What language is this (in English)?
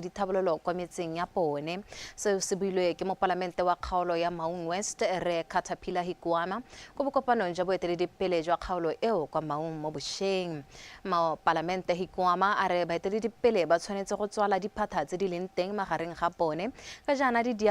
Tswana